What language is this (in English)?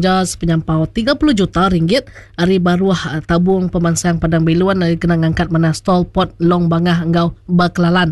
Iban